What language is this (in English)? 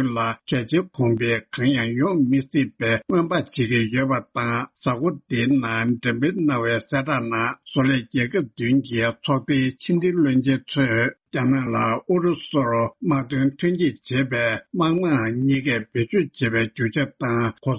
Tibetan